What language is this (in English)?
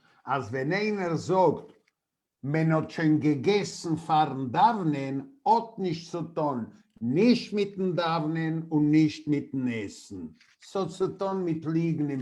Yiddish